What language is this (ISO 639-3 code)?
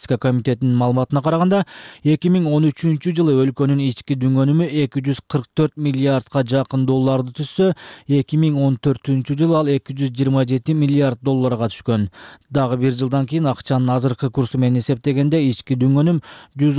kir